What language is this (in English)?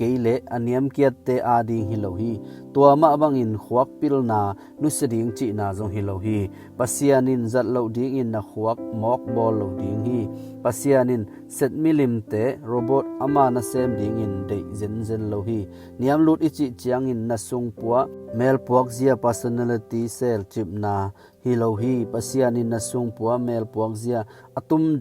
Tedim Chin